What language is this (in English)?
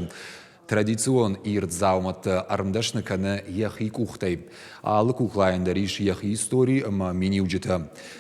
Ossetic